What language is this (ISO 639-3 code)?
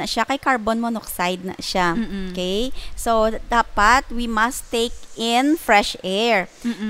hil